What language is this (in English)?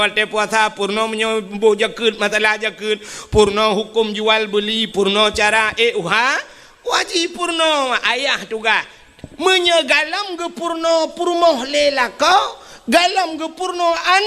Achinese